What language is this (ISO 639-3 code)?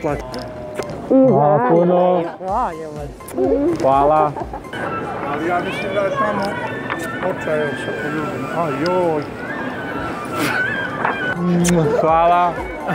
srp